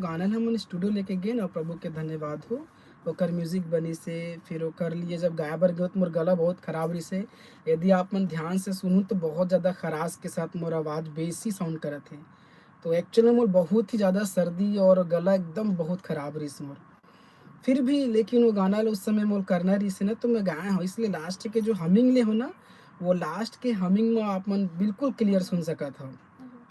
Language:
Chhattisgarhi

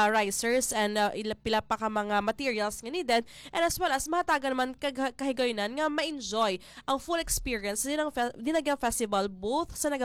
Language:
Hiligaynon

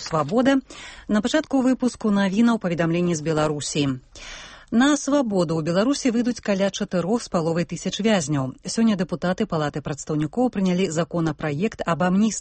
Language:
Belarusian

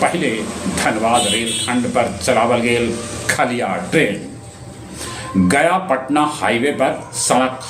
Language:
Magahi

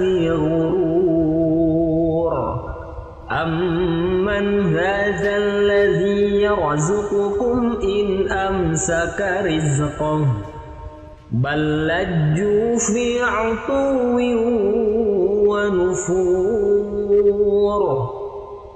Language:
Arabic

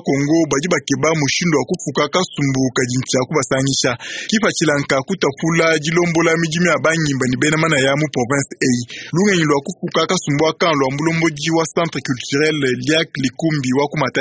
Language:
Luba-Lulua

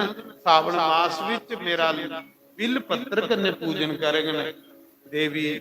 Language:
Dogri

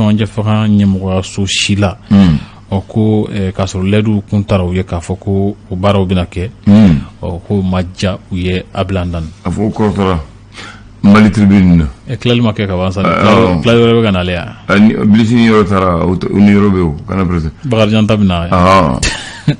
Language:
Bambara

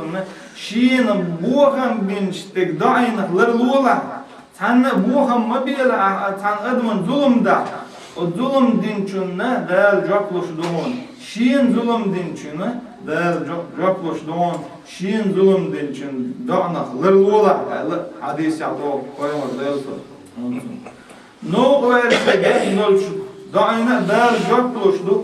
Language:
Chechen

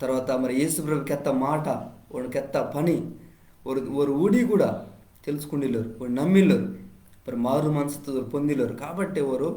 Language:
Koya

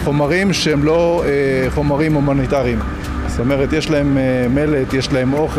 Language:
Hebrew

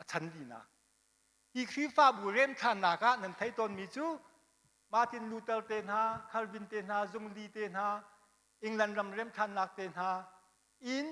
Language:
Hakha Chin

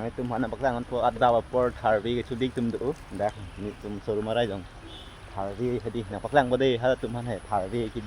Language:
Karbi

